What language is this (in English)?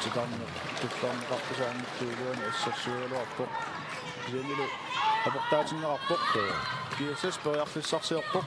Kalaallisut